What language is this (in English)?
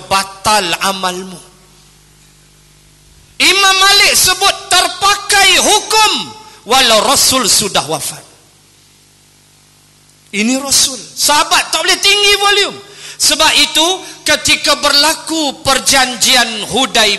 Malay